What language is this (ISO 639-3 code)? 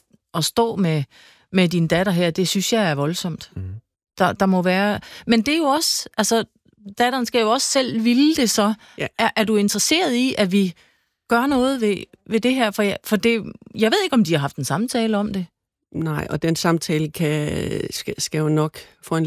dan